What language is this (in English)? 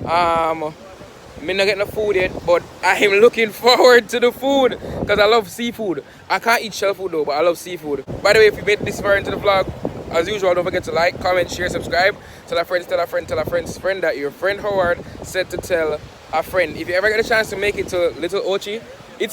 Jamaican Creole English